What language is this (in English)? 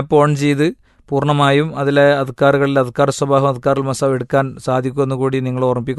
Malayalam